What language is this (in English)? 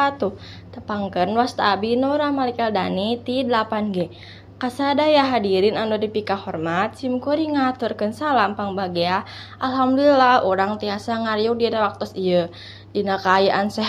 Sundanese